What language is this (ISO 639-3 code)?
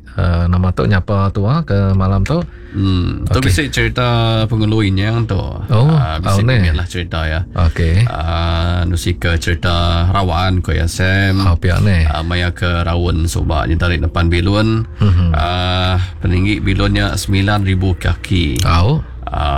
iba